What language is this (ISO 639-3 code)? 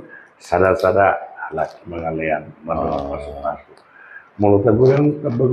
bbc